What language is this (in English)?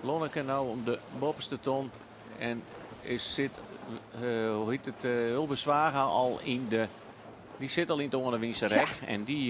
Western Frisian